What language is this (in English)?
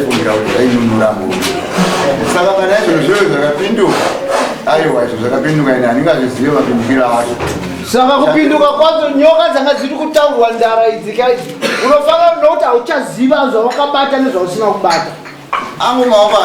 Shona